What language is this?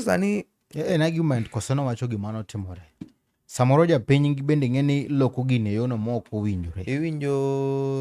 Luo (Kenya and Tanzania)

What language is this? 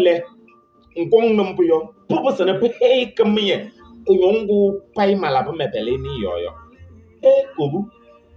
Kabiyè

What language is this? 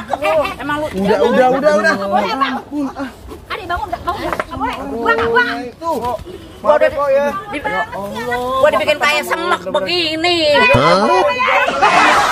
Betawi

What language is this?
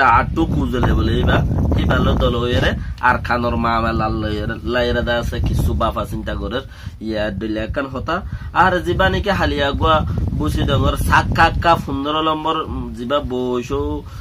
Rohingya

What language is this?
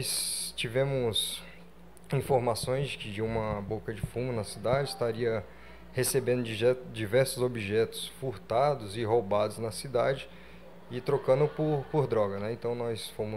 Portuguese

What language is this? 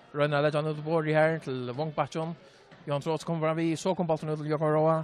Faroese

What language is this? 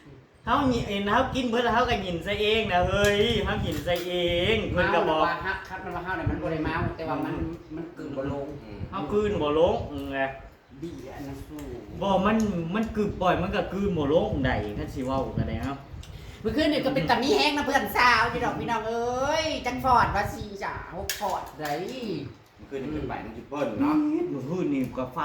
Northeastern Thai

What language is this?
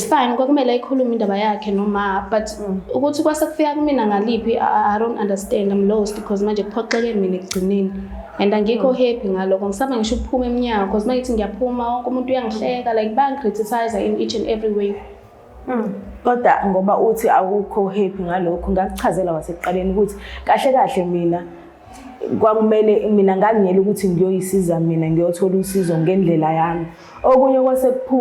Zulu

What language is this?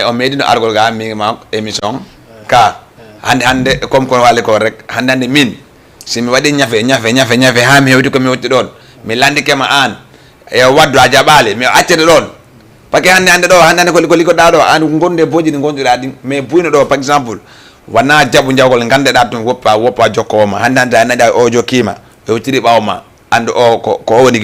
Fula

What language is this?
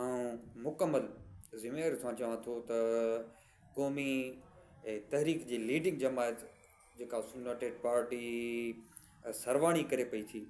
Sindhi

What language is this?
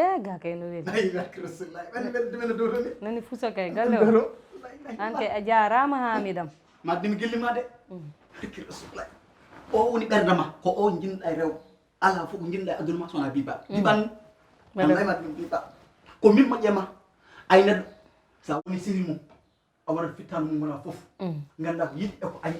Fula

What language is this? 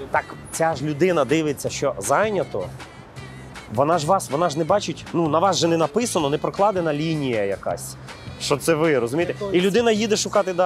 Ukrainian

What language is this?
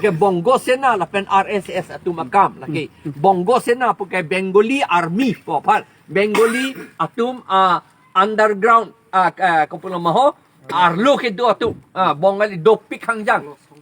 Karbi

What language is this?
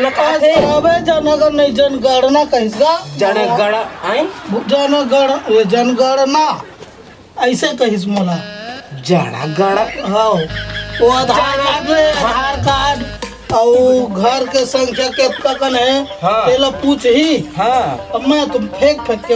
Chhattisgarhi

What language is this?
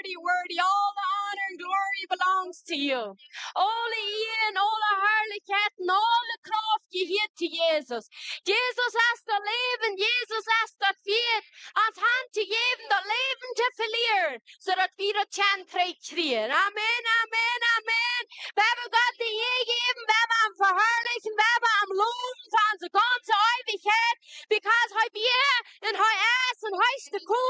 Plautdietsch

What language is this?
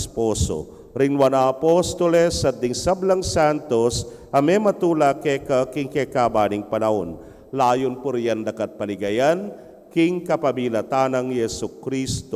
Pampanga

